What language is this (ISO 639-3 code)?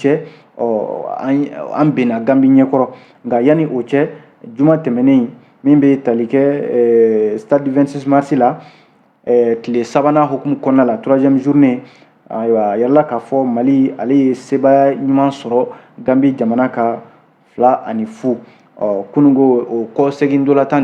bam